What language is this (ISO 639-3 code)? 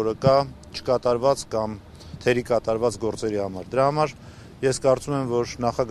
hye